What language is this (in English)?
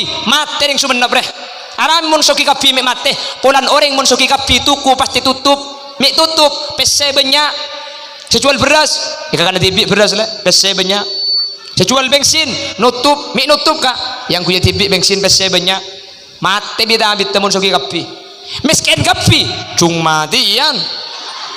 Madurese